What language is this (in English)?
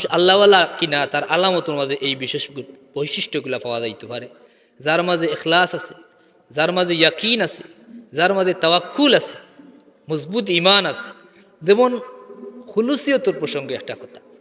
Sylheti